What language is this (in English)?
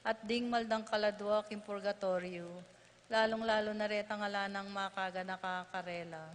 Pampanga